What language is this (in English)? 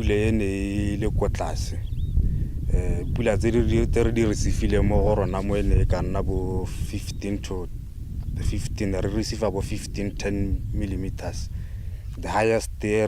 Tswana